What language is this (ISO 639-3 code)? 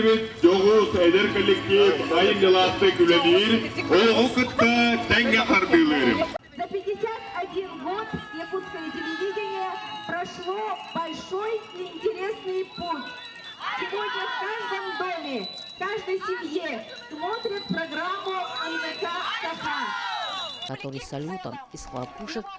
sah